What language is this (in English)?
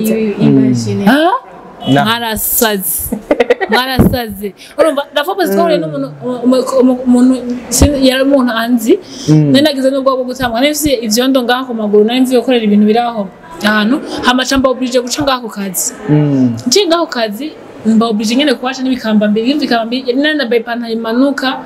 Rundi